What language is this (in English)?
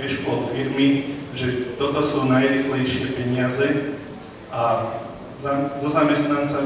Slovak